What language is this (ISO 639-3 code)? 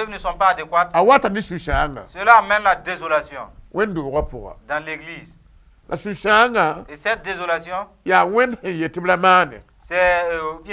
mos